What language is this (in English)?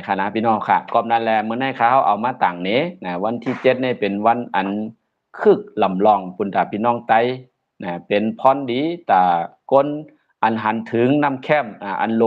Shan